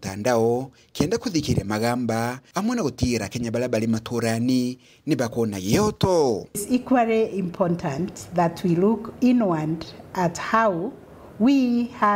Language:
Meru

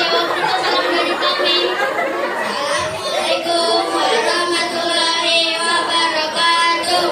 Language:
Betawi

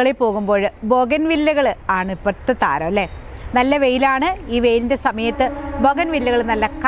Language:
Malayalam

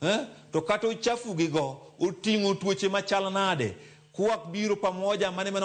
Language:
Luo (Kenya and Tanzania)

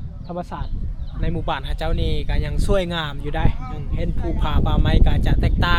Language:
Lao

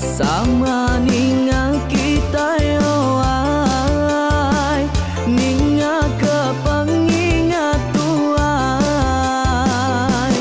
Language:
Iban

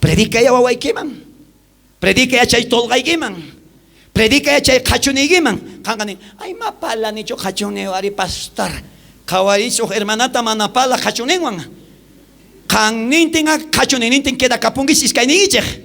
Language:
South Bolivian Quechua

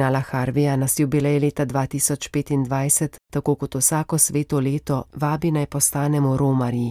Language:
Slovenian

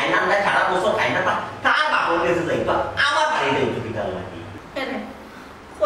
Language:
Sylheti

